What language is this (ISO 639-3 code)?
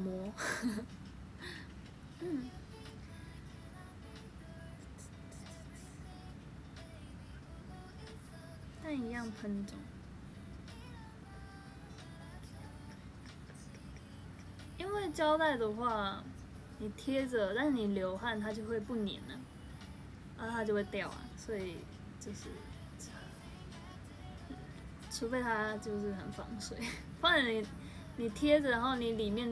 zho